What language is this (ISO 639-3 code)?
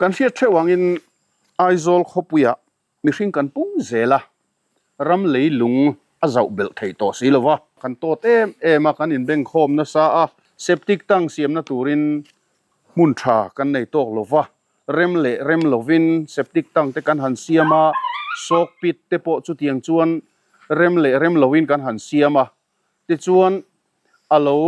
lus